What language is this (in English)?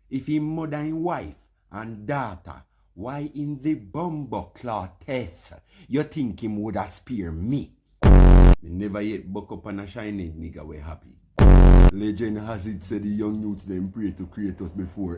Jamaican Creole English